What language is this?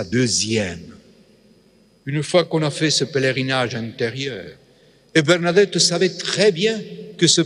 French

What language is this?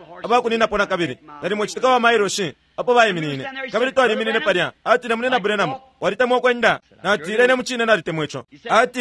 Bemba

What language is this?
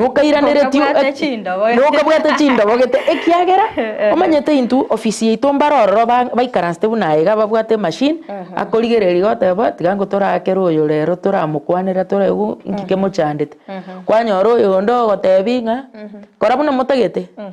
Gusii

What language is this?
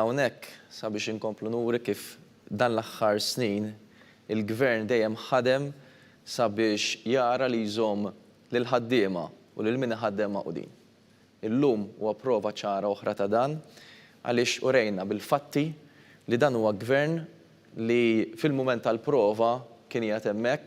Maltese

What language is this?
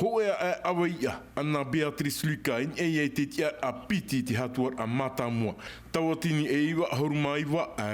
Tahitian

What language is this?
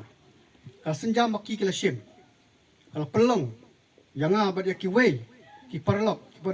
Khasi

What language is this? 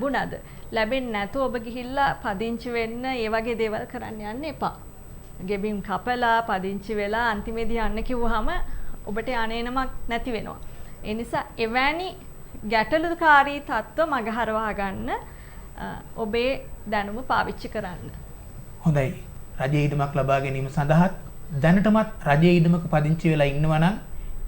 Sinhala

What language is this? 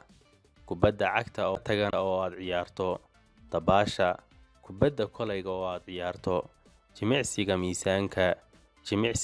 Somali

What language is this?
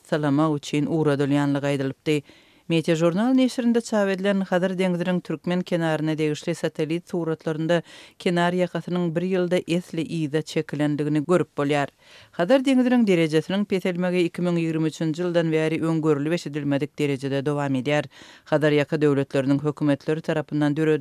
Turkmen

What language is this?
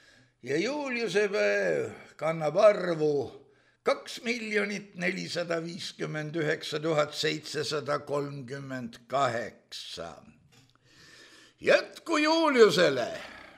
Estonian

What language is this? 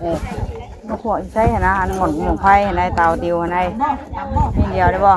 Northeastern Thai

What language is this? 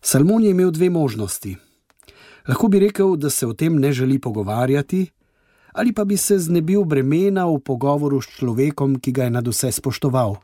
Slovenian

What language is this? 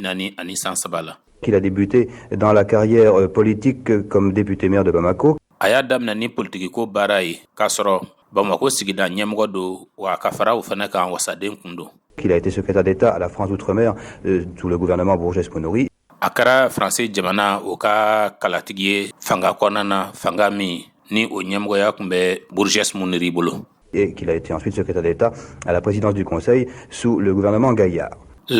Bambara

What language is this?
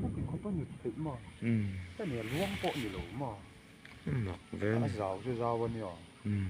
Hakha Chin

